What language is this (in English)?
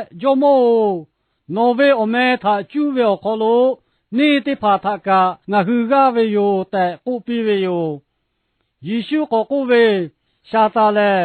Lahu